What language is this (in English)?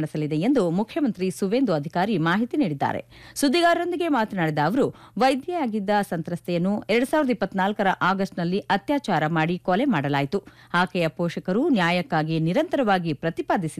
Kannada